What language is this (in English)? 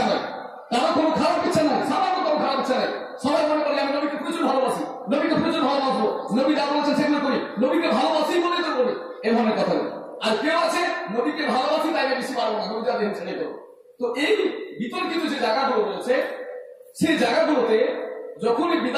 Bangla